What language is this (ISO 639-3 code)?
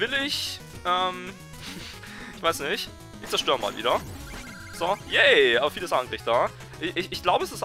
deu